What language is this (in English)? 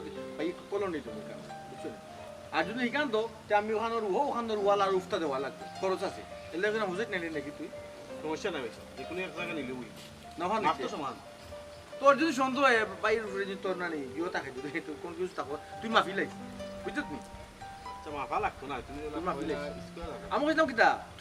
Sylheti